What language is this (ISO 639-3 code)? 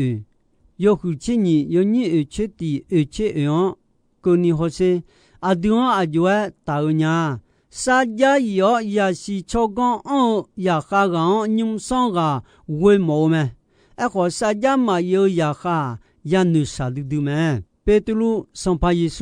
ahk